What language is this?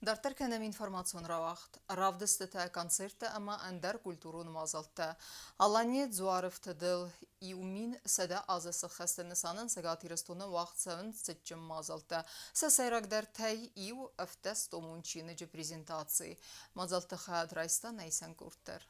Ossetic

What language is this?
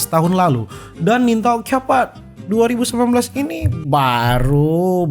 Manado Malay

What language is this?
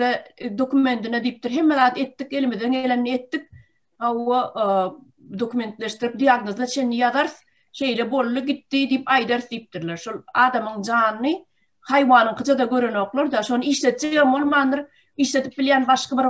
Turkmen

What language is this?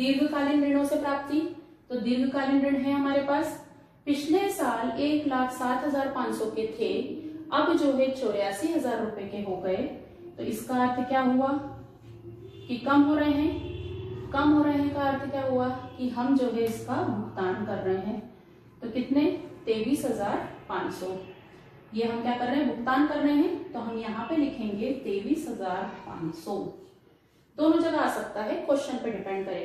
Hindi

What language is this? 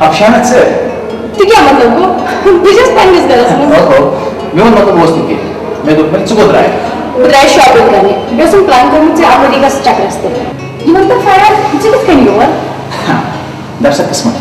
Kashmiri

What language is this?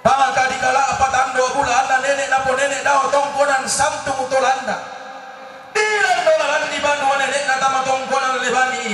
Toraja-Sa'dan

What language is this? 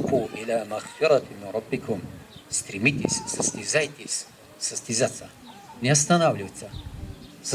Bashkir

